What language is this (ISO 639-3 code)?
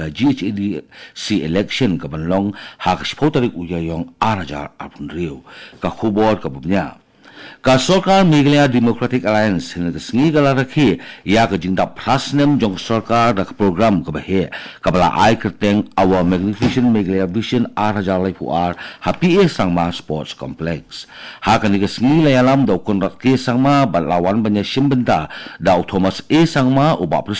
kha